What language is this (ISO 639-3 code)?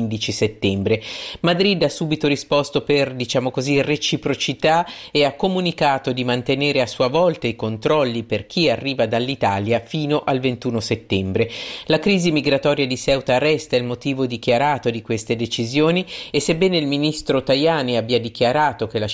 ita